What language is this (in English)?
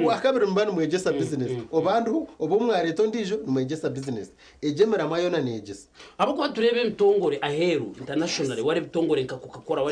Nyankole